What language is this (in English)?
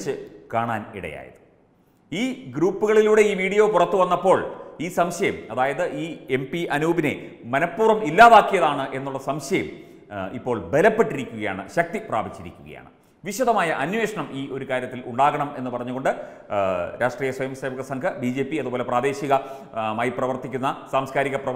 Malayalam